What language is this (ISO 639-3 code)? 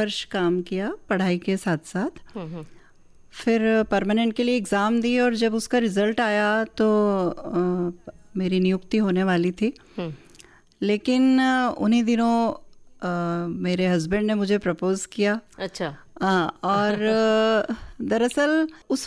hin